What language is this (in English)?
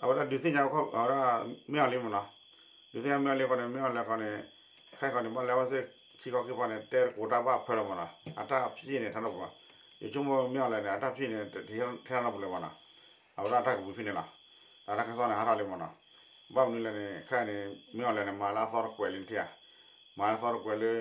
S'gaw Karen